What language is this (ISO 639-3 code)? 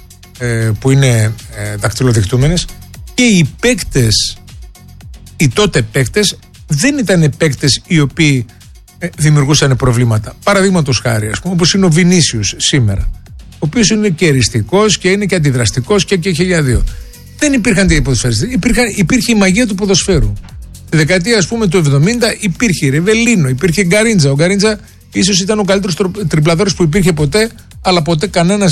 ell